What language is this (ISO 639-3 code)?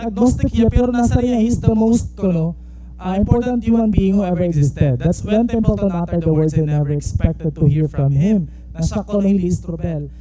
war